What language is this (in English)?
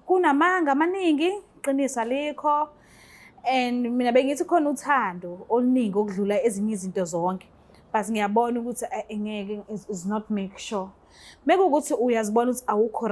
Zulu